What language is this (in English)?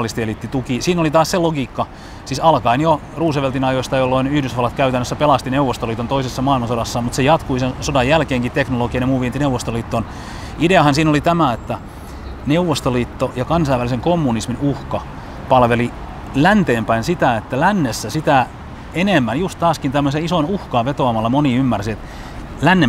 Finnish